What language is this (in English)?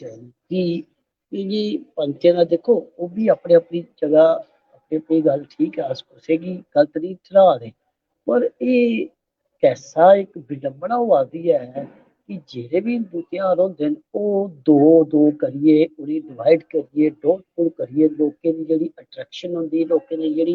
Dogri